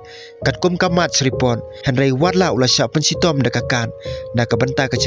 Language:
Khasi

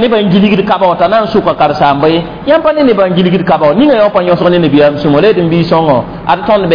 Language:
Mossi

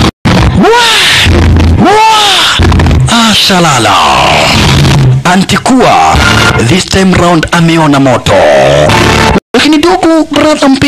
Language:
Swahili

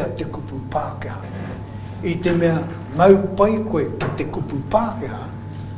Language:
Māori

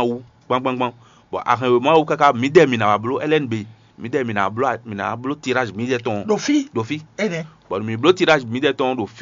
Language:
Fon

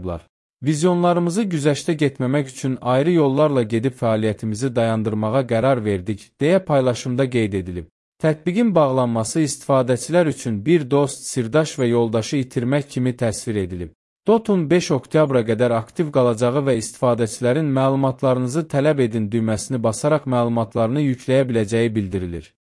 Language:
Azerbaijani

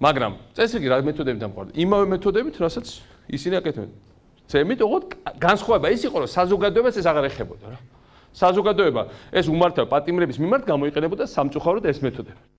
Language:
Georgian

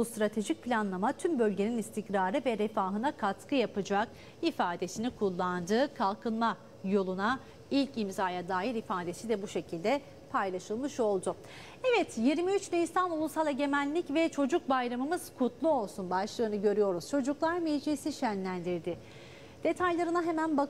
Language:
Turkish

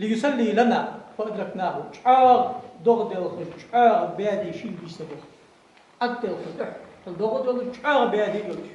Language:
Ingush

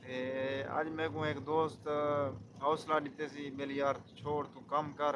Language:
Saraiki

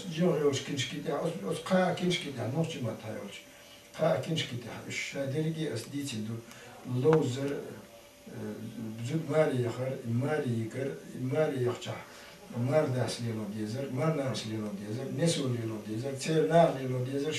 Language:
Chechen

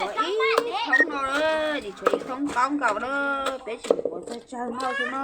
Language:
Hmong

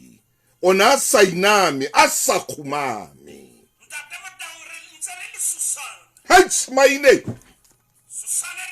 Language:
Southern Sotho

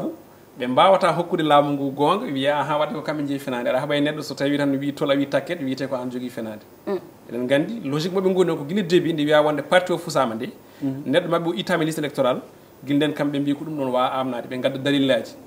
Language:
Fula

